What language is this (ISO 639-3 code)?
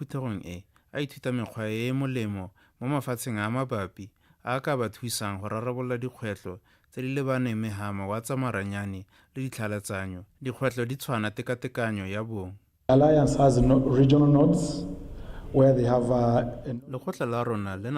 tsn